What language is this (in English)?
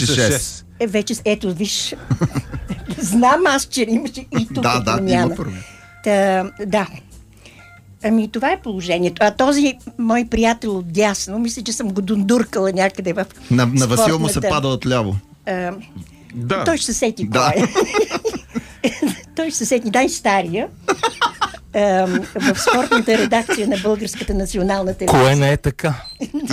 Bulgarian